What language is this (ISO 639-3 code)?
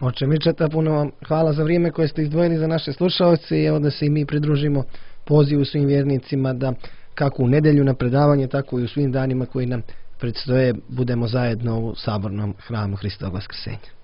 srp